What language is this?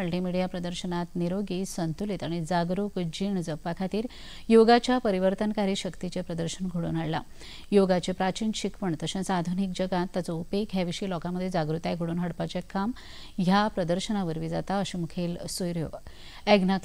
Konkani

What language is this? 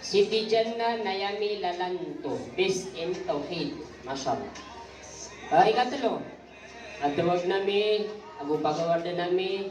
Maranao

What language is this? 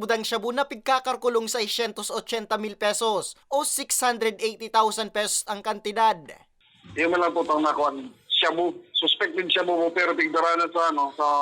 Bikol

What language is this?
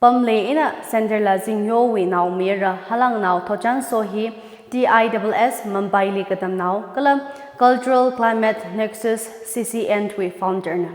Tangkhul Naga (India)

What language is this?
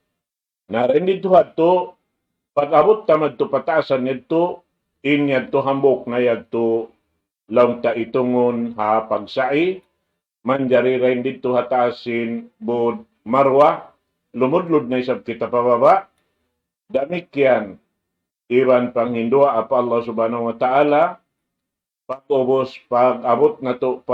Tausug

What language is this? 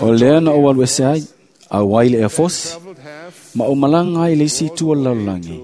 Samoan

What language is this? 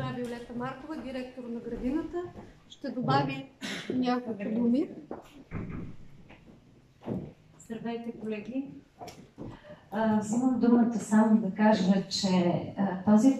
Bulgarian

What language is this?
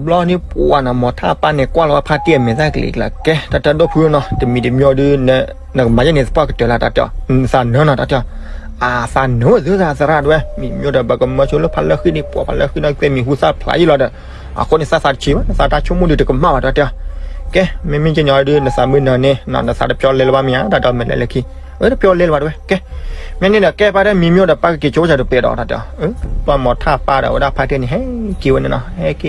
S'gaw Karen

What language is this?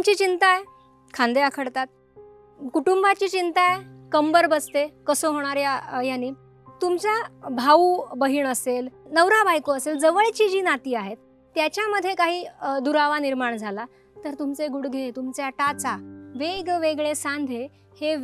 Marathi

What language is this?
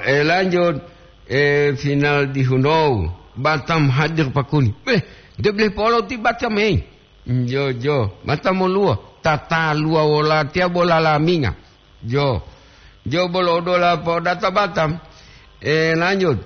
Gorontalo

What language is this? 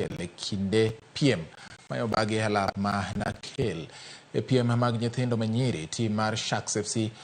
Luo (Kenya and Tanzania)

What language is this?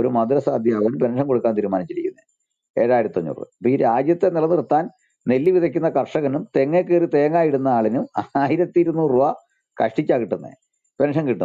Malayalam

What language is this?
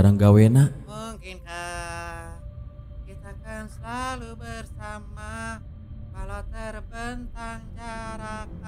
Sundanese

